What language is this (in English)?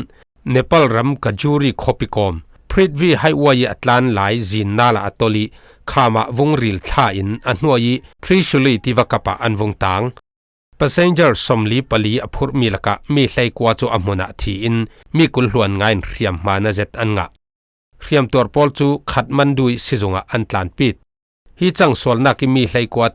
Falam Chin